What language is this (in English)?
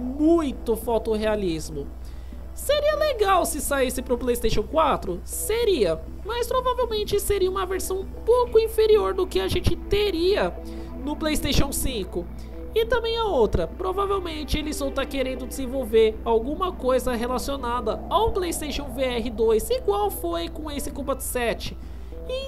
Portuguese